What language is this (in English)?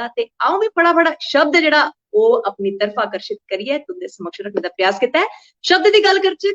Dogri